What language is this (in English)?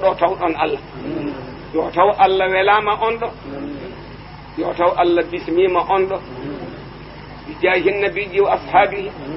Fula